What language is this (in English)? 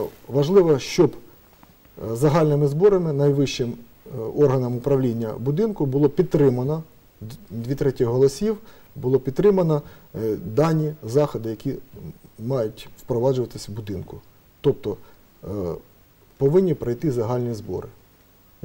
Ukrainian